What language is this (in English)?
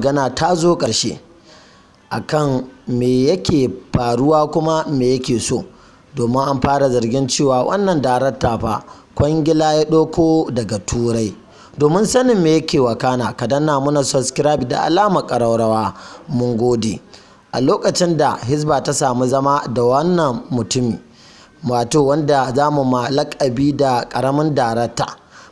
Hausa